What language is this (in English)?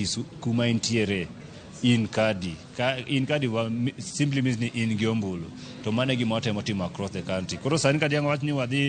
Luo (Kenya and Tanzania)